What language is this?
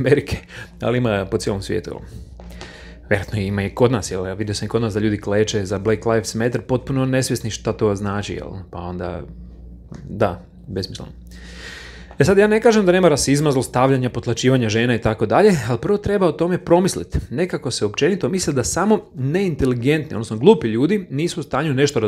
Croatian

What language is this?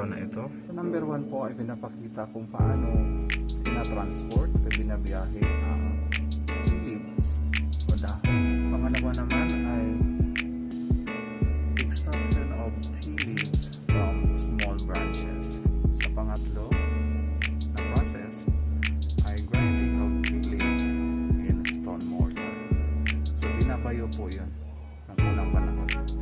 Filipino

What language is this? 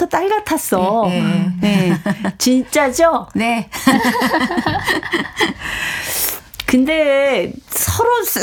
Korean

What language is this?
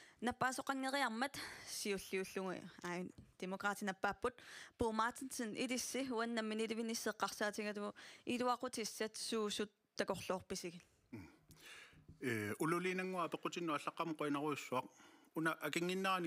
Kalaallisut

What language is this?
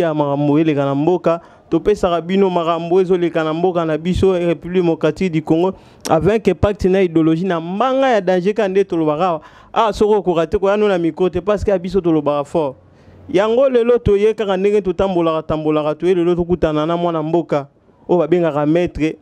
Lingala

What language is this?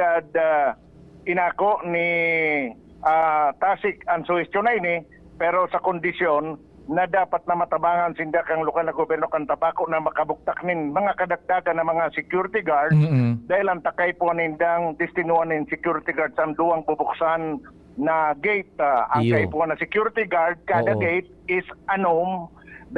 Bikol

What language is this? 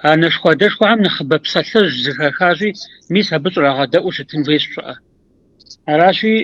Kabardian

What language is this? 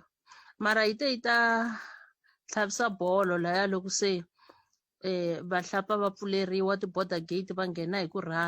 Tsonga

